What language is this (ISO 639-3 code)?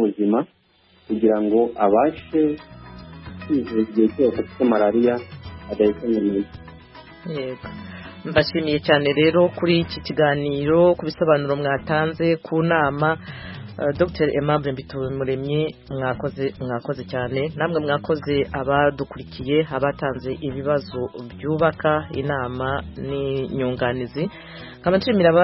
kin